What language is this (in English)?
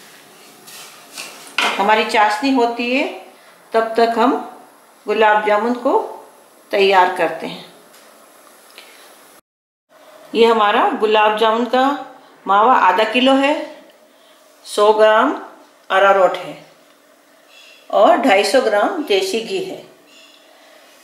Hindi